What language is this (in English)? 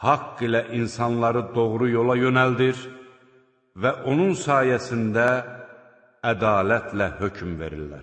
Azerbaijani